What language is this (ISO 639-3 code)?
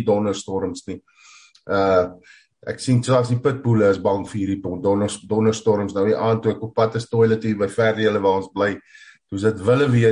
afr